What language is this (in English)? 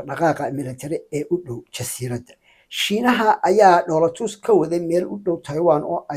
Somali